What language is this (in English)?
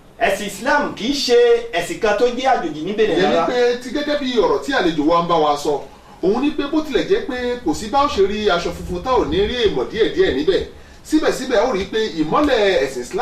Yoruba